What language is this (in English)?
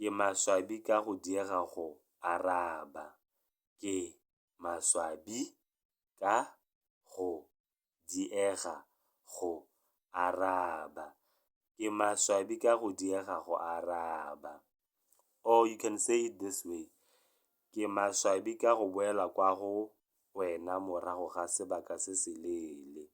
Tswana